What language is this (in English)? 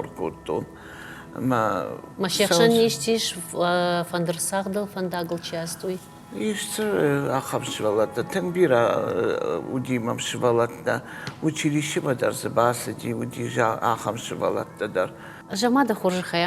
Ossetic